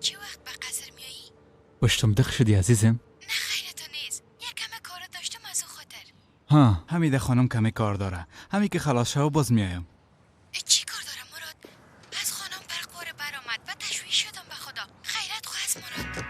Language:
Persian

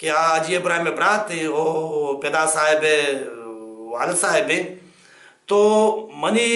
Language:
Baluchi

